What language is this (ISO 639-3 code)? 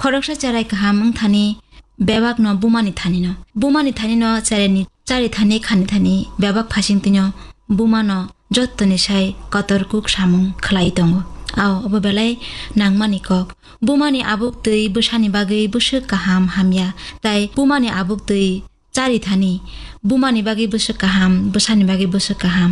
trp